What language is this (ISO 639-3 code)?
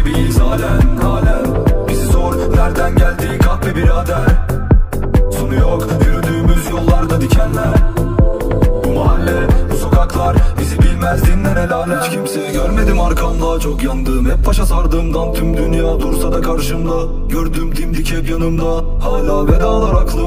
tur